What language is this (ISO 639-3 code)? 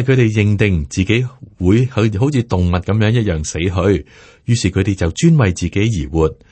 yue